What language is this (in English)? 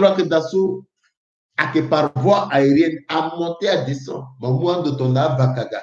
Sango